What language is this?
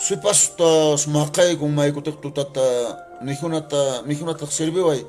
Quechua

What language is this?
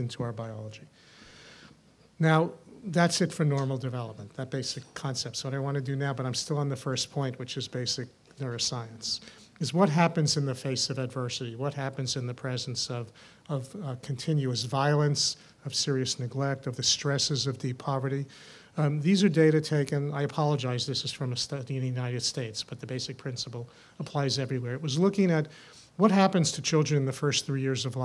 English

